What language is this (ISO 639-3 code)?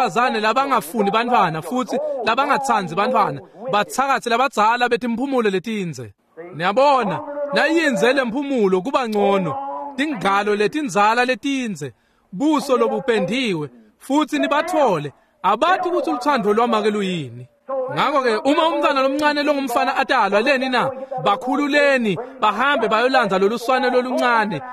ssw